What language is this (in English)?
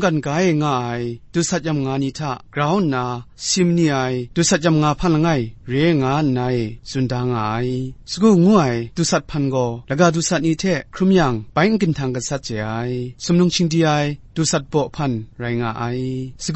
Kachin